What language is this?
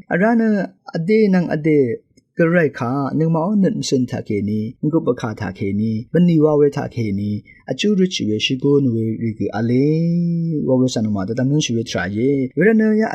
Rawang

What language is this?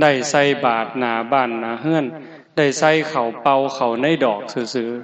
Northeastern Thai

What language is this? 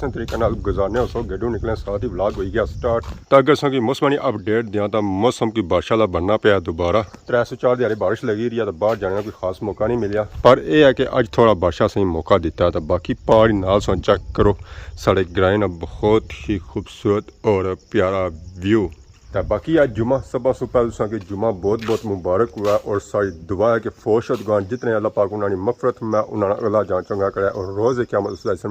Pahari-Potwari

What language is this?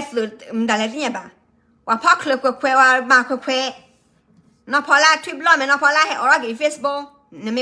S'gaw Karen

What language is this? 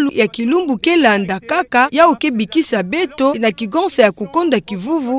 Kituba (Democratic Republic of Congo)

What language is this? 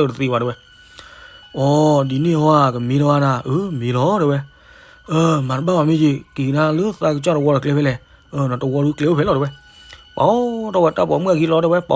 S'gaw Karen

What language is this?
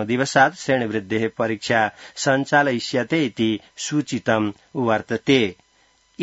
Sanskrit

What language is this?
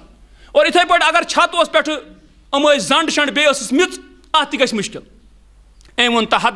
Kashmiri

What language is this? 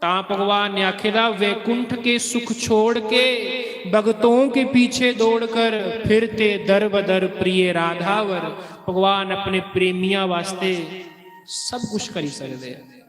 Dogri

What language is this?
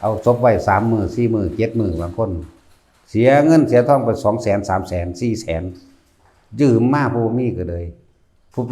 Lao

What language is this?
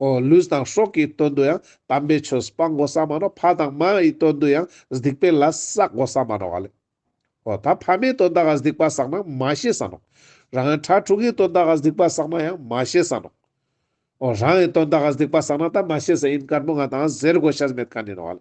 Ladakhi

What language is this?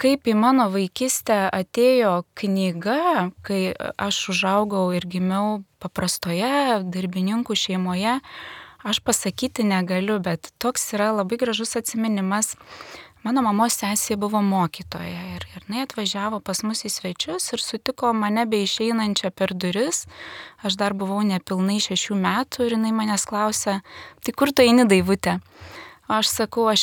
Lithuanian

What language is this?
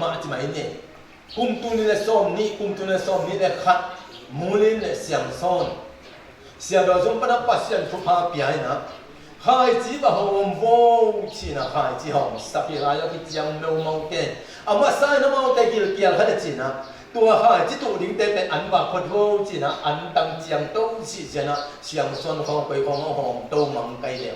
Tedim Chin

